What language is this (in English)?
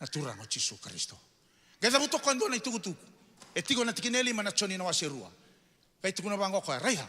Fijian